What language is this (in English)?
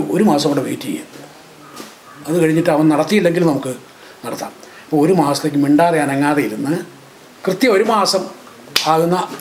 Malayalam